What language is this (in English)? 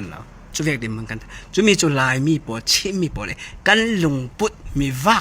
Falam Chin